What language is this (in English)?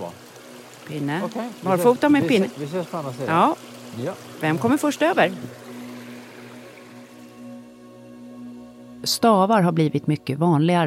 Swedish